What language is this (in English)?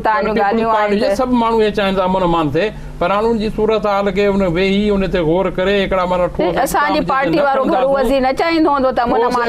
Sindhi